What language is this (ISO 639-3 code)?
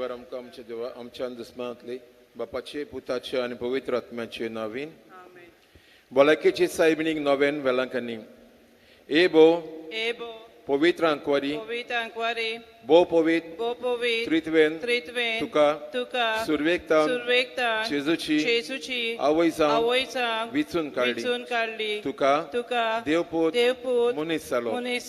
kok